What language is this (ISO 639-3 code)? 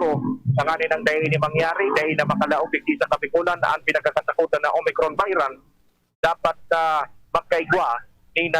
bik